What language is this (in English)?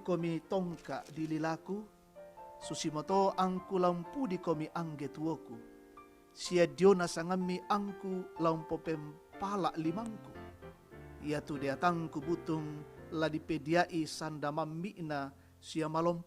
Toraja-Sa'dan